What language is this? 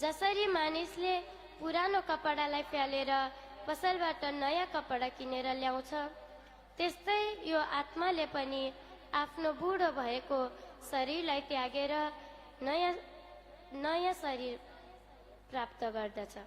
Nepali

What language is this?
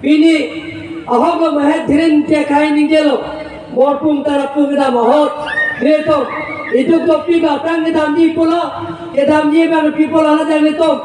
Karbi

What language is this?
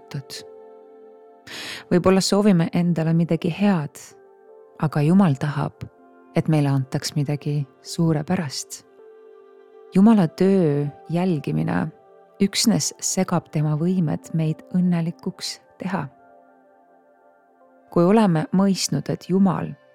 Estonian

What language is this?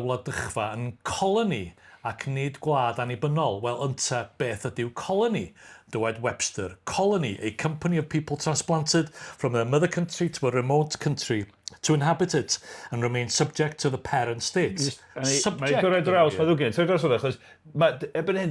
Welsh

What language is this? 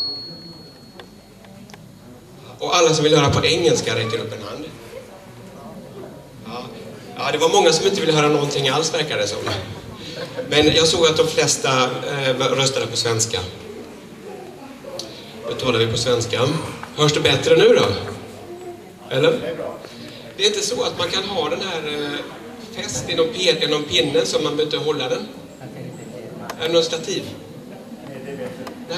Swedish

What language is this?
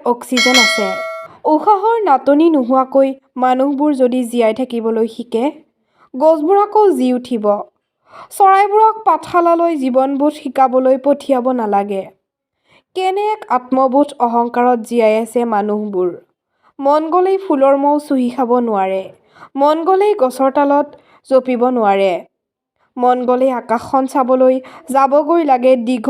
Assamese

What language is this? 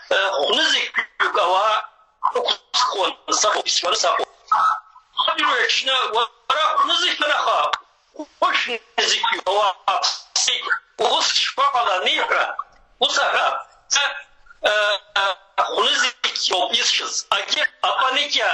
Abkhazian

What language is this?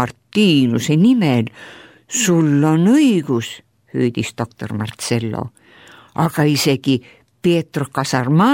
Estonian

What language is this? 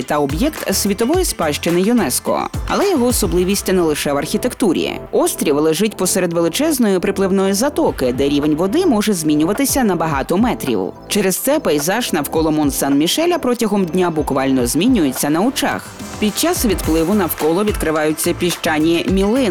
Ukrainian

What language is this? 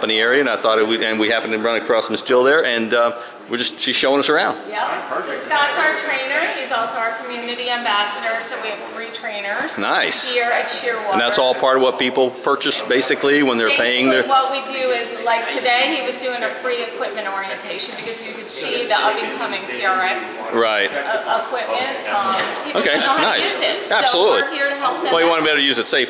English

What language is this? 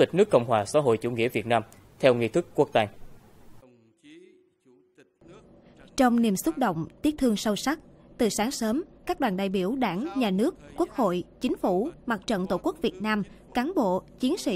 Vietnamese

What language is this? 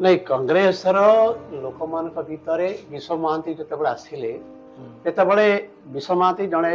Odia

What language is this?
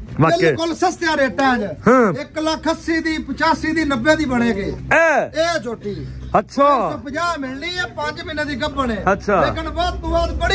Punjabi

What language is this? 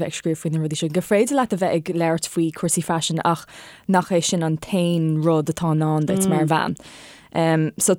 Irish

